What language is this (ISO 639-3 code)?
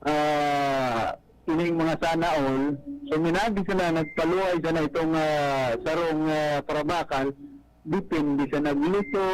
bik